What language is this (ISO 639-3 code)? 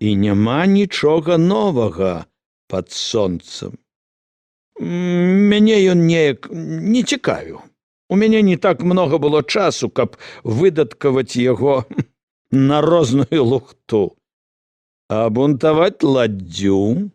bel